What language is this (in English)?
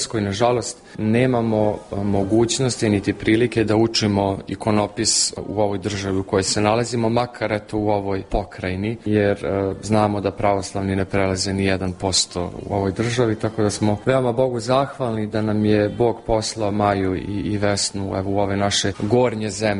Serbian